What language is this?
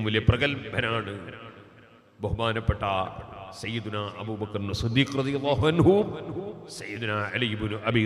Malayalam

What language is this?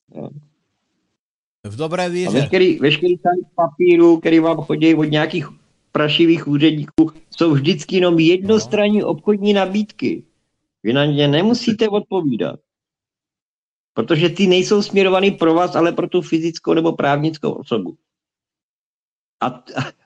Czech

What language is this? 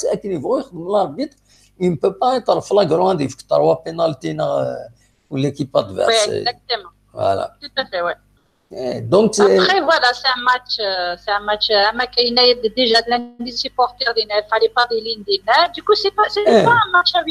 Kabyle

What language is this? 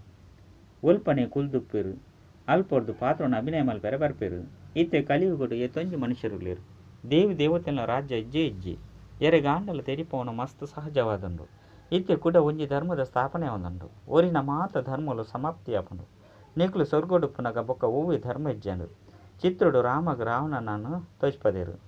Tulu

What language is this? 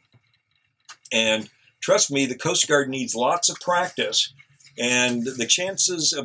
English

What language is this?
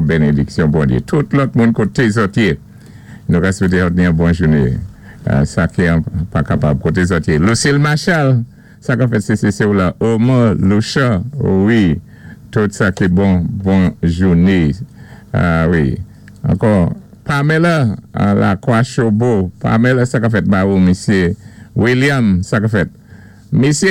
Saint Lucian Creole French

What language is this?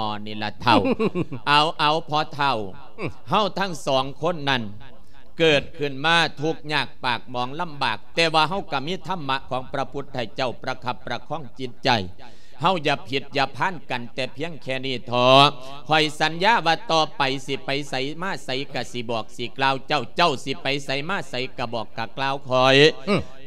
Lao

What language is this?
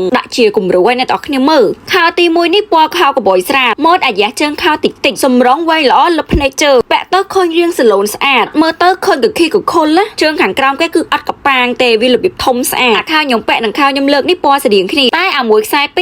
Khmer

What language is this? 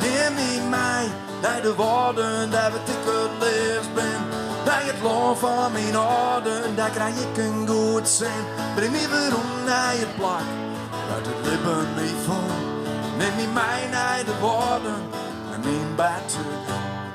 Western Frisian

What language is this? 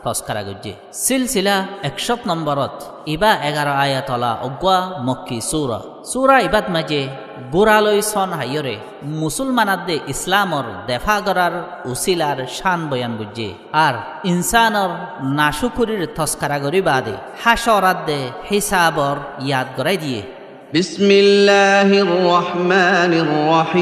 Rohingya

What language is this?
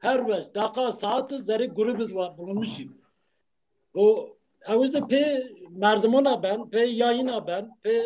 Zaza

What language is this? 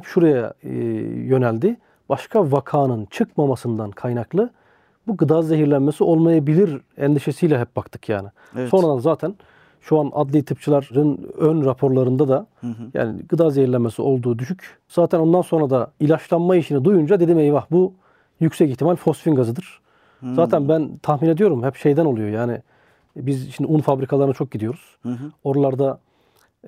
Turkish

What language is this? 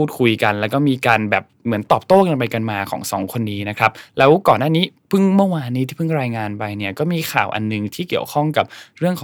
Thai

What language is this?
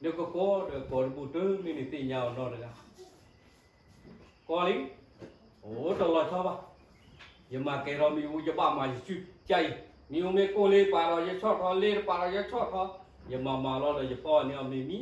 S'gaw Karen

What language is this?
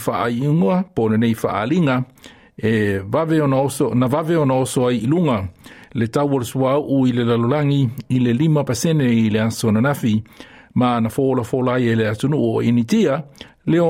Samoan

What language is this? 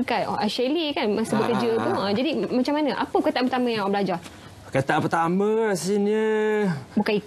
Malay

